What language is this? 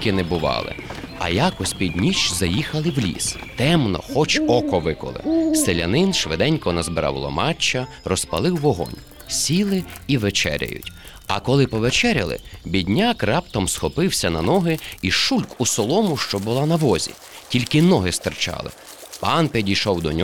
Ukrainian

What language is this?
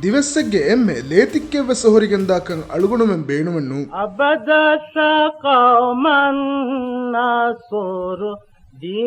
Divehi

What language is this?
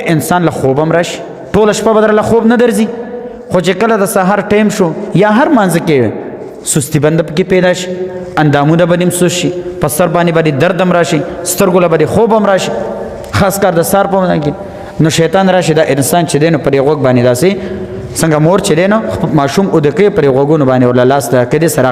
Pashto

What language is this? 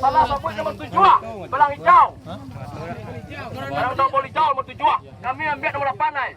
Minangkabau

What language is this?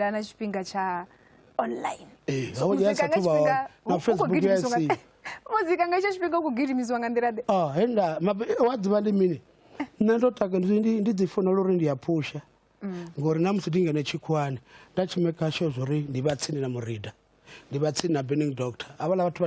Venda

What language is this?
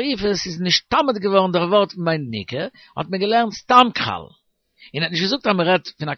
Yiddish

